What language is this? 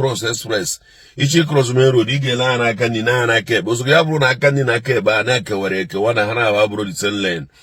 Igbo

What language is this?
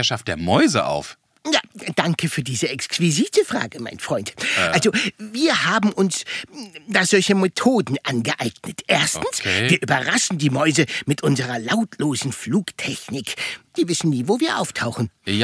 German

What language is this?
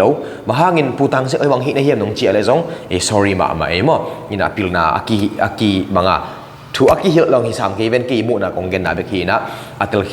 Tedim Chin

